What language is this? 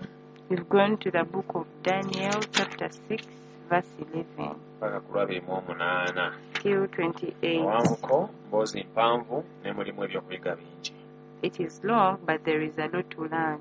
Ganda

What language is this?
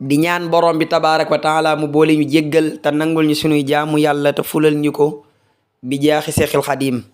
Wolof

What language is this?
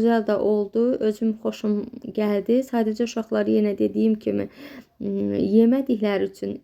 Azerbaijani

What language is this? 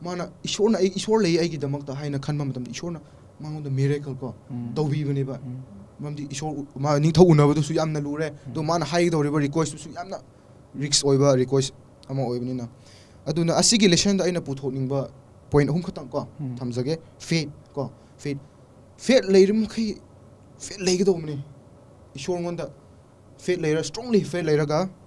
Manipuri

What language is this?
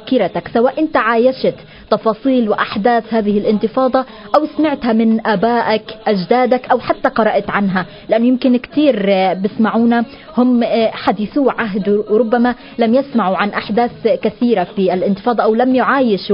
Arabic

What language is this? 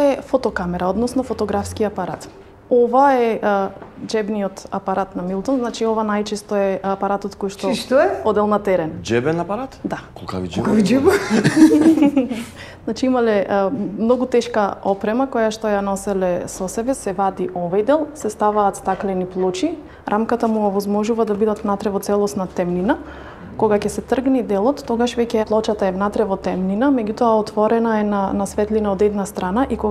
Macedonian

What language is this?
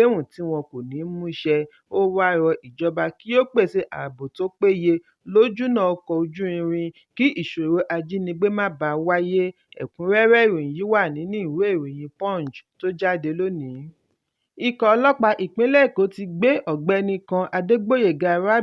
Yoruba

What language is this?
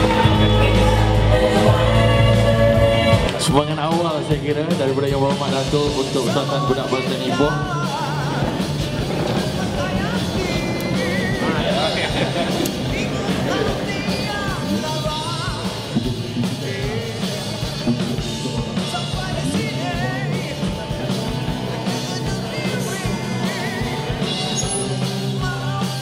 Malay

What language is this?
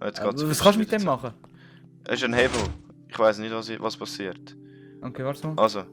Swiss German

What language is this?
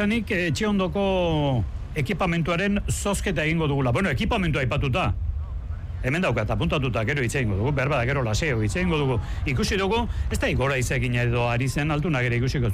Basque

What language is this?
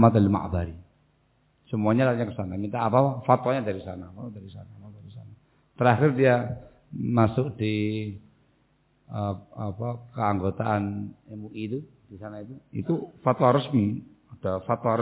Indonesian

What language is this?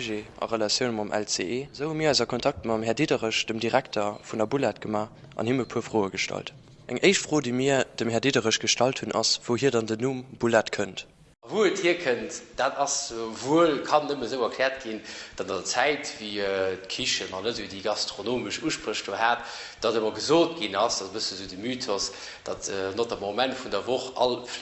Luxembourgish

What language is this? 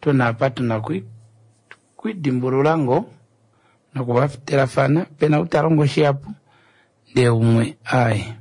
Kuanyama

